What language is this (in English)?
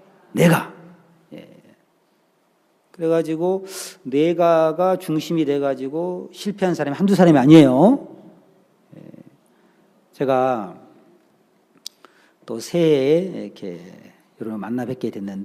Korean